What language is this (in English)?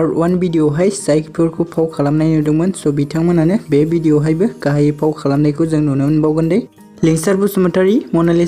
Bodo